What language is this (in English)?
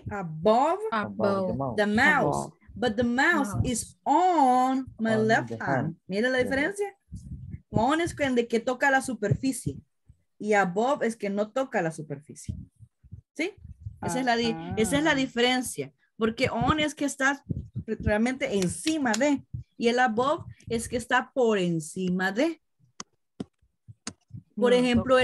Spanish